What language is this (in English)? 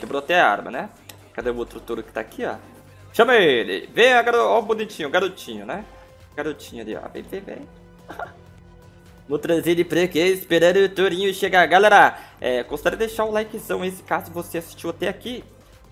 Portuguese